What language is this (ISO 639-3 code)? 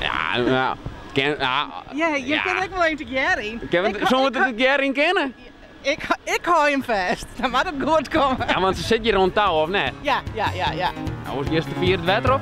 fry